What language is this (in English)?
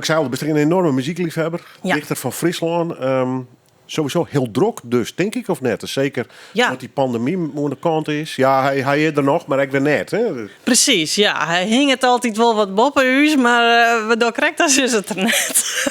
Western Frisian